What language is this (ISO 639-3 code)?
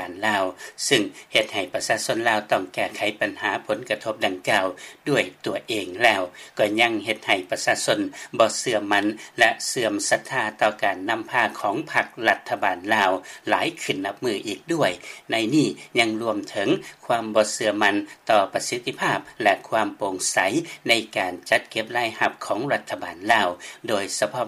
lao